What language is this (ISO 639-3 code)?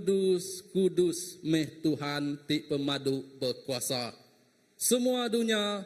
iba